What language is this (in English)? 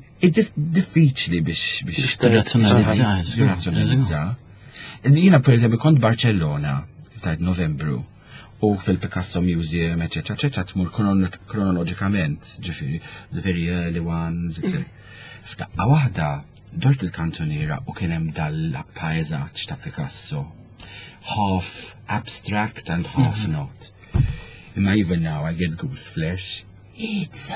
Maltese